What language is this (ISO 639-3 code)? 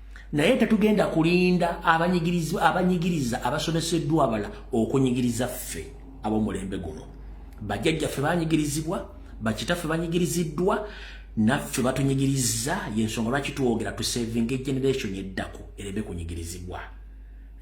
lug